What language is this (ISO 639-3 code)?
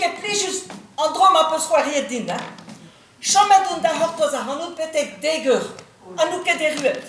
bre